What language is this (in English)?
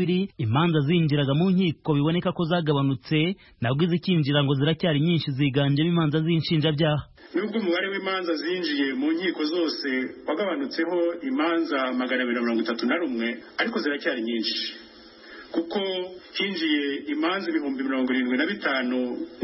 Kinyarwanda